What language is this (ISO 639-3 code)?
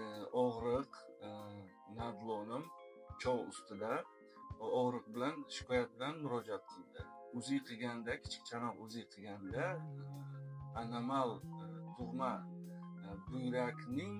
uzb